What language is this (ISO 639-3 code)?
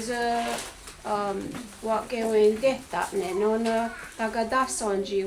moh